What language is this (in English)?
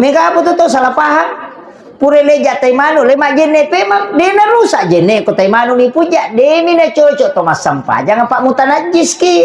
Buginese